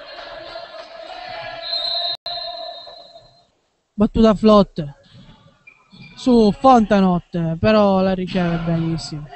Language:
Italian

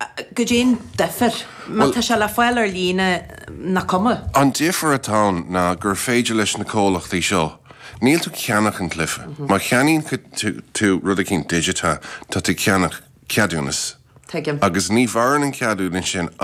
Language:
Irish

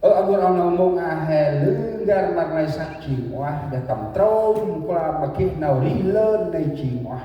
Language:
Central Mnong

